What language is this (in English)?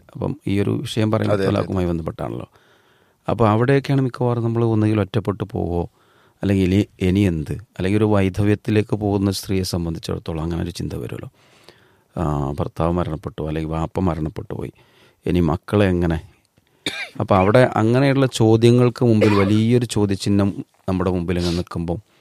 Malayalam